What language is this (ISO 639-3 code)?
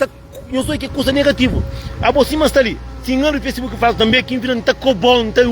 kea